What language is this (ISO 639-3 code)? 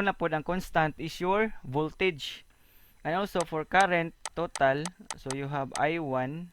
ceb